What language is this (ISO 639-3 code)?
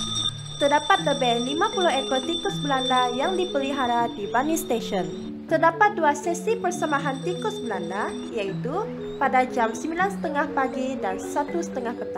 msa